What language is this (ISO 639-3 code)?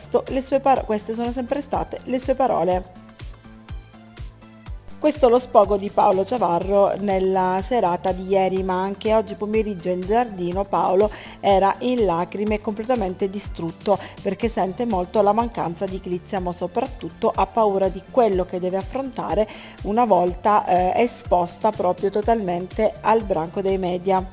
ita